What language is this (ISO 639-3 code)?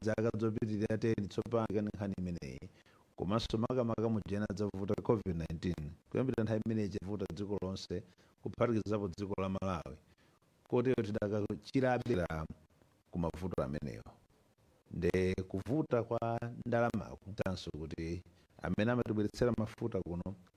nya